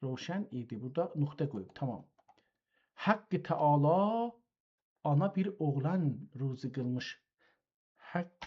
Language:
South Azerbaijani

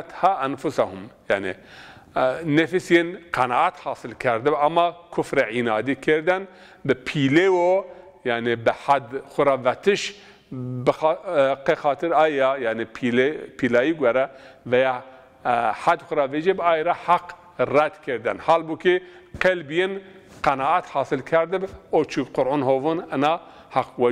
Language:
Zaza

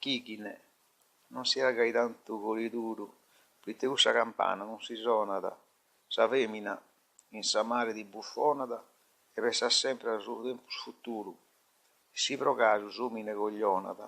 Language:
Sardinian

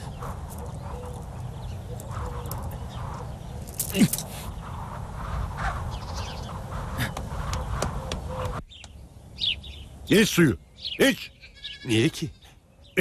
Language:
Turkish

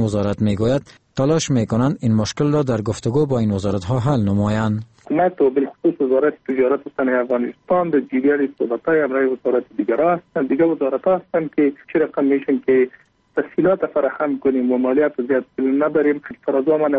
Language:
Persian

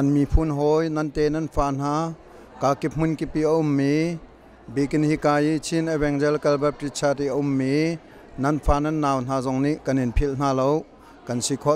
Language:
Hakha Chin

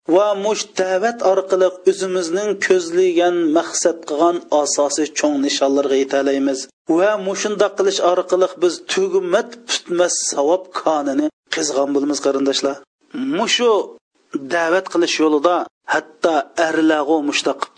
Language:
Uyghur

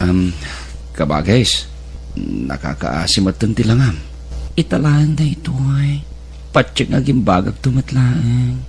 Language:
Iloko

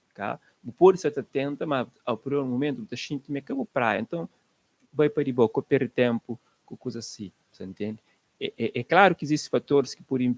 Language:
Kabuverdianu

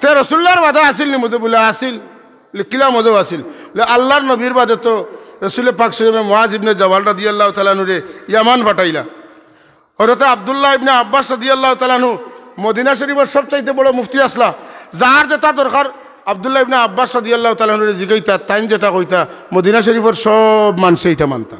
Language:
Sylheti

